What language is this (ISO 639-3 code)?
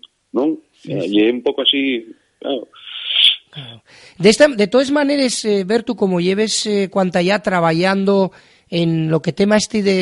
ast